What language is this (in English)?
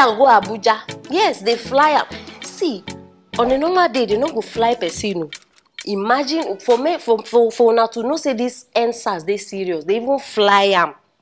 Nigerian Pidgin